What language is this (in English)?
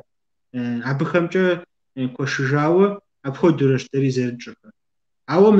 Kabardian